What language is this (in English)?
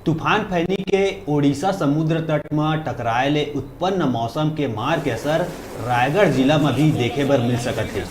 Chhattisgarhi